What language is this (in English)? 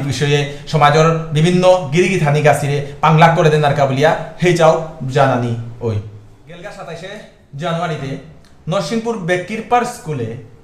Bishnupriya